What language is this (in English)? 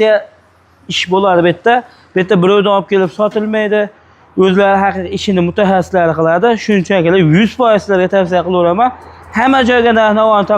Uzbek